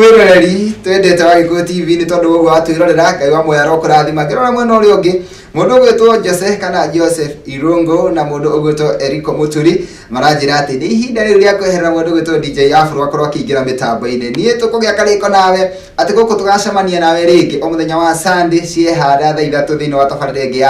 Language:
Kikuyu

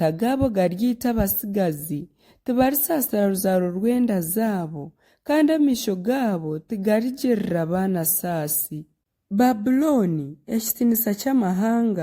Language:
Nyankole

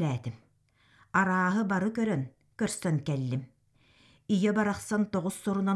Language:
Yakut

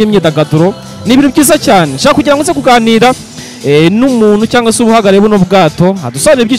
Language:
Kinyarwanda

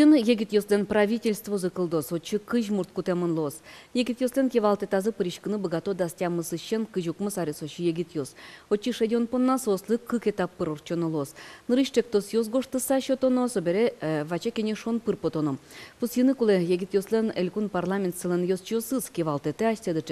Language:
Udmurt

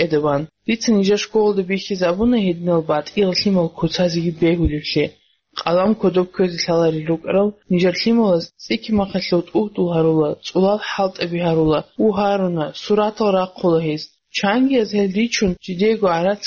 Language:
Avaric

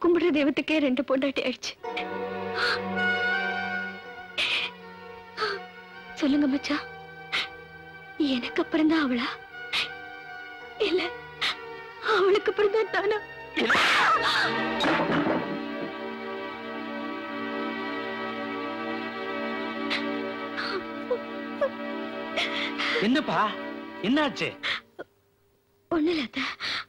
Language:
Tamil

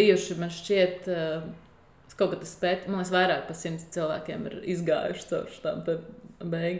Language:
Latvian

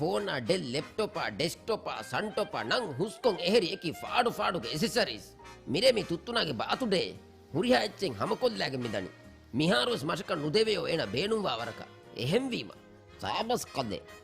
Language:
Divehi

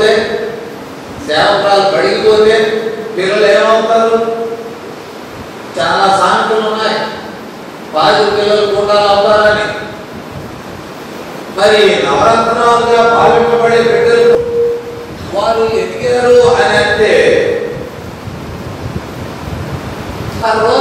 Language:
Telugu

